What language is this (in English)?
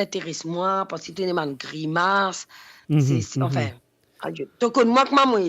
Morisyen